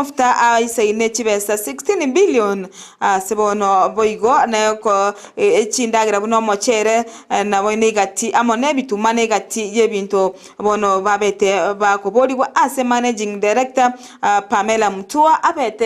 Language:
Gusii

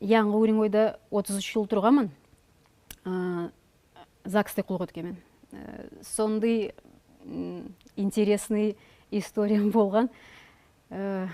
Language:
Nogai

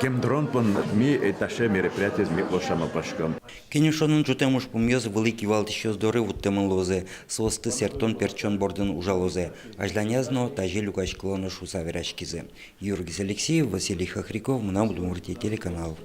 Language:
Udmurt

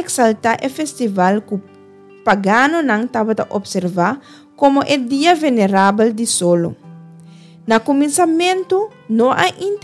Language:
Papiamento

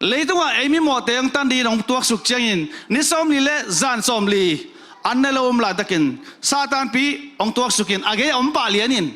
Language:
Tedim Chin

